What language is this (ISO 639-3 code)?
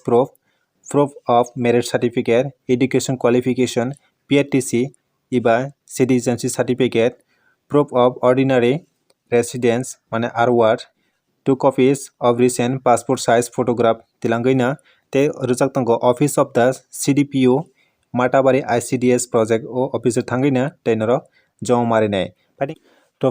trp